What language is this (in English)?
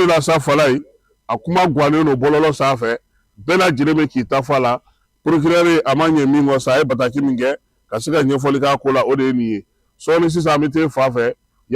Bambara